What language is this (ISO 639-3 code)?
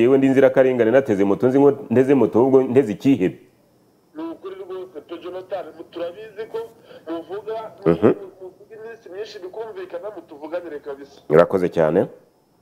kin